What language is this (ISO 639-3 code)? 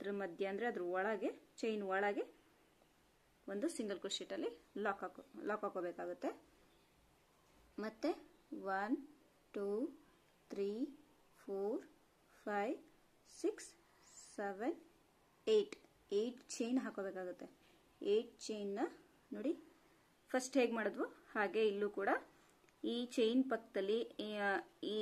kan